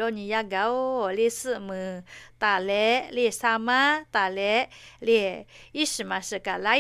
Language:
Lahu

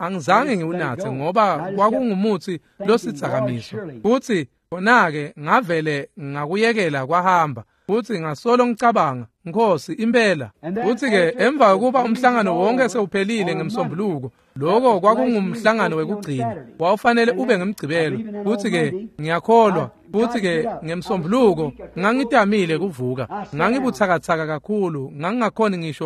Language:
Swati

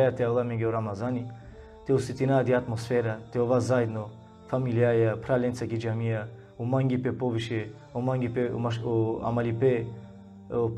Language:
Balkan Romani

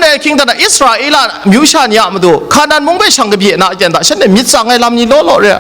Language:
Kachin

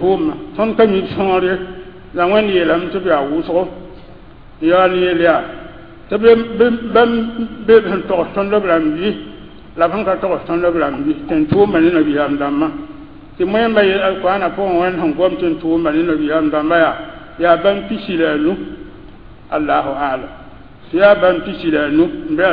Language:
Mossi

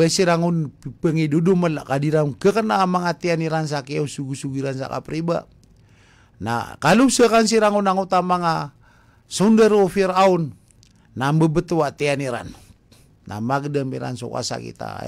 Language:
Maranao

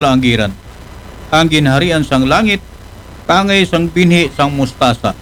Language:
Aklanon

